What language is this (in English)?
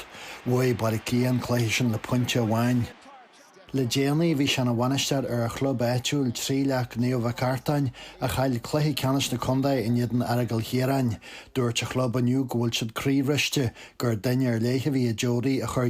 Irish